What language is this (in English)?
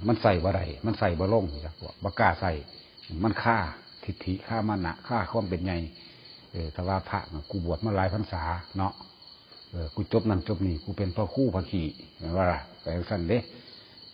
Northeastern Thai